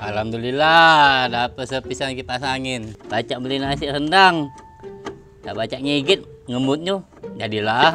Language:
Musi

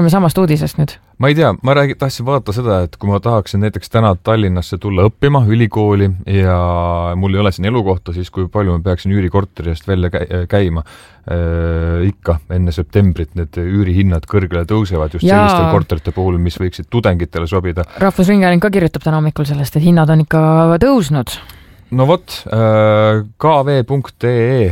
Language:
Estonian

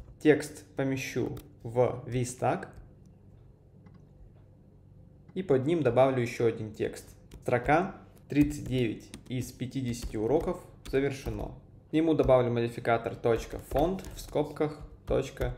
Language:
Russian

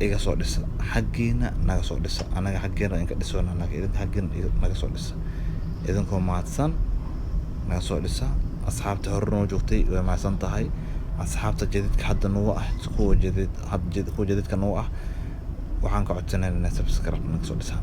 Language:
Somali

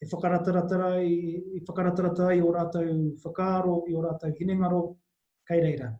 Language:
Māori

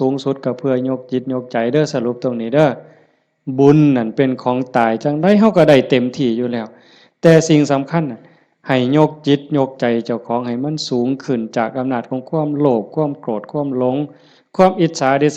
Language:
Northeastern Thai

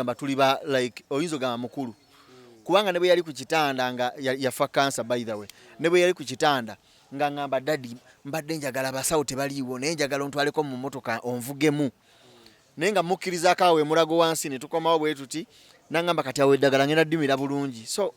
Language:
Ganda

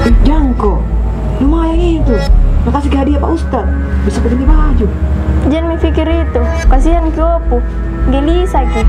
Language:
Makassar Malay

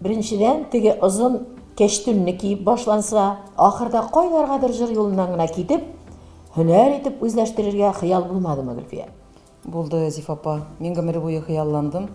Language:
Tatar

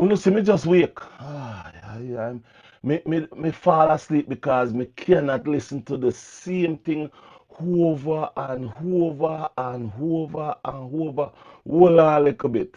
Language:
Jamaican Creole English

